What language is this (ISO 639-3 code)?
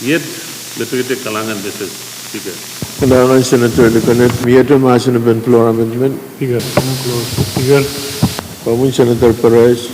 pon